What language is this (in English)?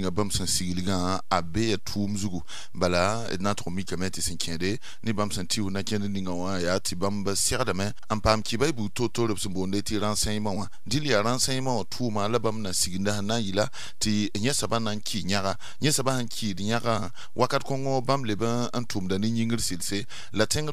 Mossi